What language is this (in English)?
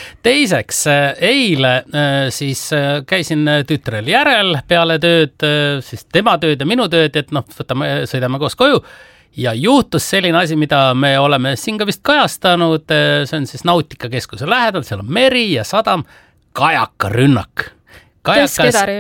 Estonian